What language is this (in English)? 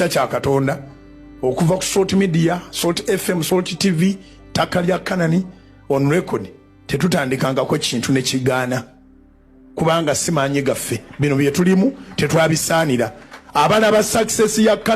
Ganda